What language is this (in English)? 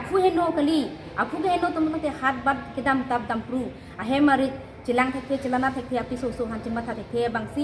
Karbi